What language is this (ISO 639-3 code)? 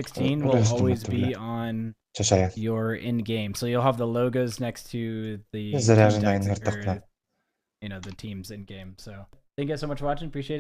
sah